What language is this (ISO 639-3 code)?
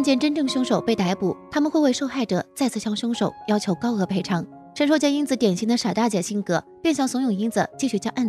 zho